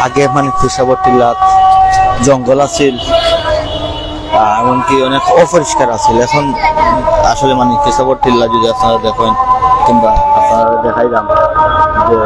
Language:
Sylheti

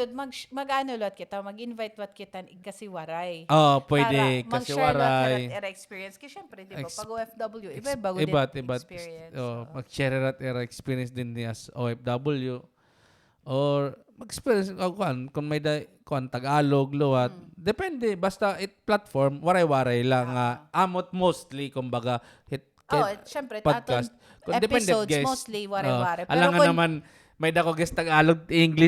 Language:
Waray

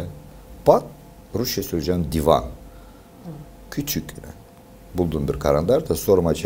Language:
Gagauz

